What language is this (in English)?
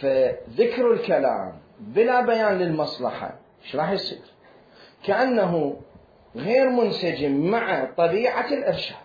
Mesopotamian Arabic